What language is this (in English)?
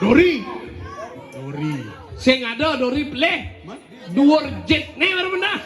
Balinese